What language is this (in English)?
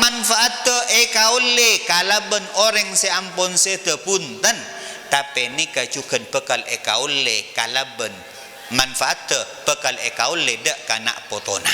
Madurese